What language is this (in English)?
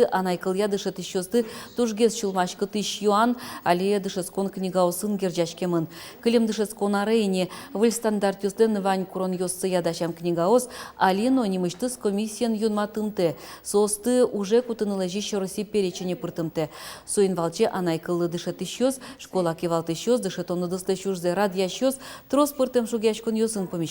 Udmurt